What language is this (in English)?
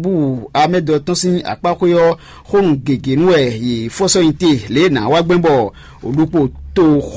Fon